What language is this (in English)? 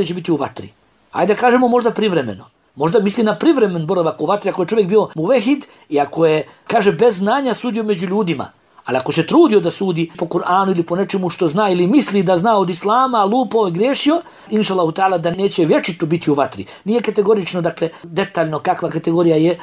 Bosnian